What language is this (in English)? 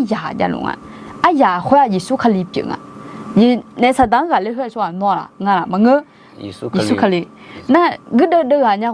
Akha